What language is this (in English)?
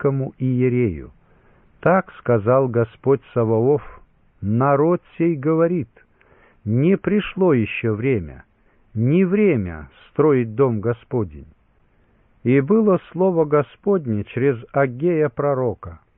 Russian